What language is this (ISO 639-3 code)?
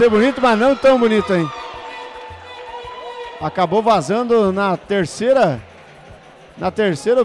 por